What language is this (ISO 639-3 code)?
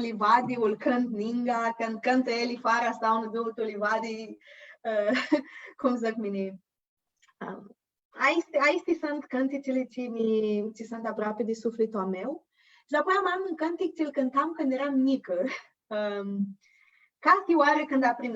rup